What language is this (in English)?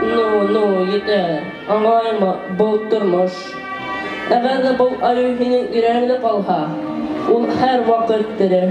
Bashkir